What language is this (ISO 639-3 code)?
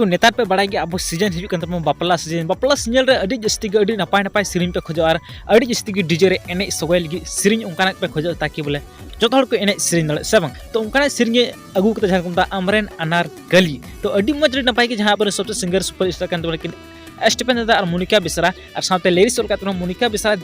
sat